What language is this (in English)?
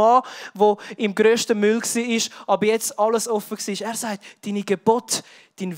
Swiss German